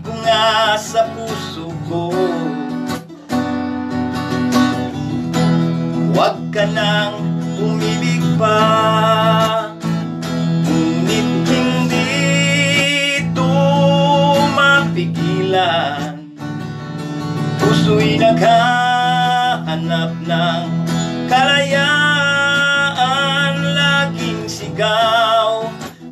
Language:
Filipino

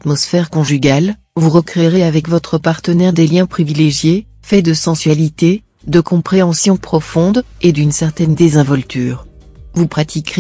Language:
French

